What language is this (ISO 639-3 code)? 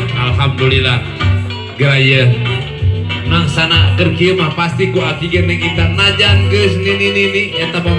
sun